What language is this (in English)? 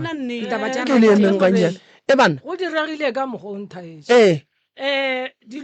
Northern Sotho